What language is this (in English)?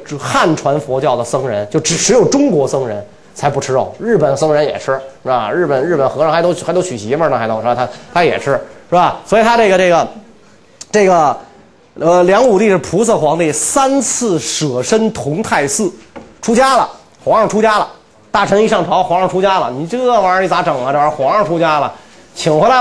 Chinese